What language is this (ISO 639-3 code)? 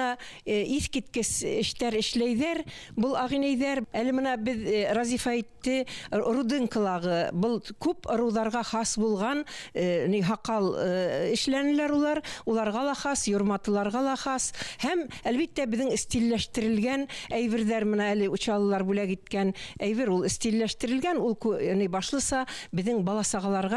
bak